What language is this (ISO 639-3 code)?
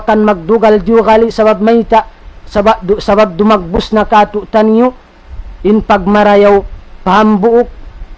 tsg